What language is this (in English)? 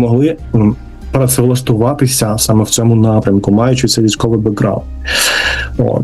Ukrainian